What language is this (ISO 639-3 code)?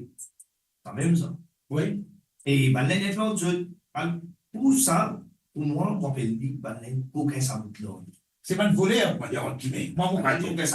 mfe